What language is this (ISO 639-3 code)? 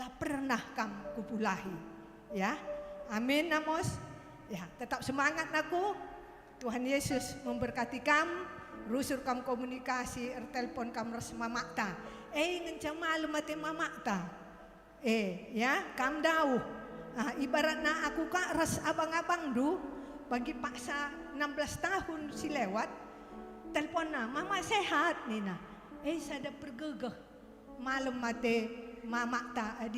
btx